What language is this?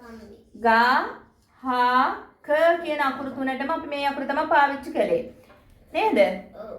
Sinhala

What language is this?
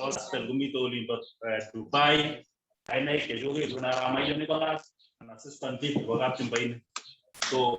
Kalenjin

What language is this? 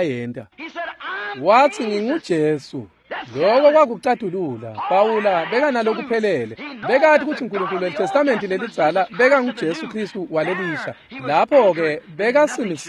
Swati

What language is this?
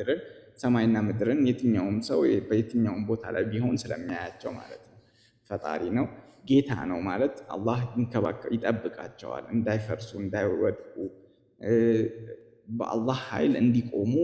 Amharic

